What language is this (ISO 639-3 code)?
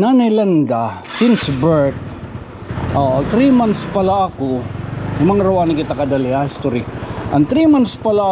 war